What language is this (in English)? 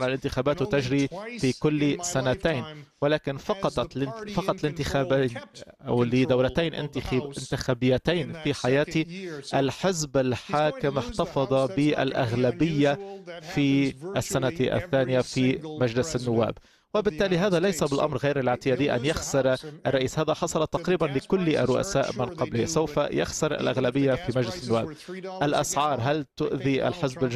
Arabic